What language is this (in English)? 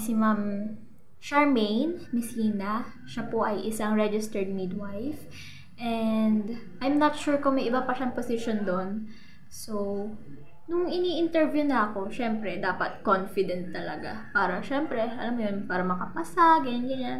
Filipino